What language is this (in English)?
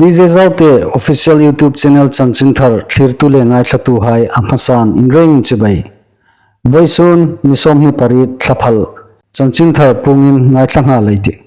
Hmar